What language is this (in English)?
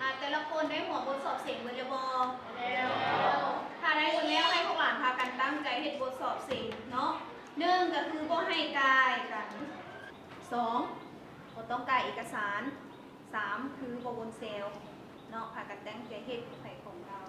Lao